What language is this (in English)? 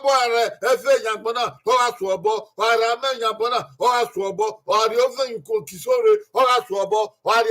Bini